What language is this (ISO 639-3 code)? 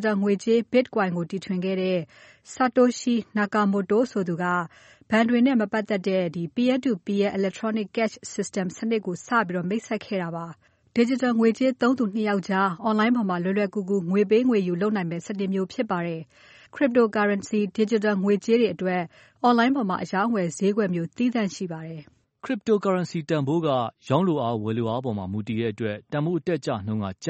mya